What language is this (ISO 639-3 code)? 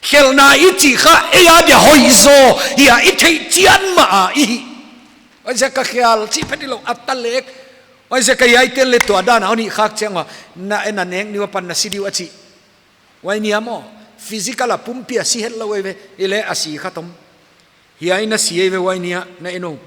pck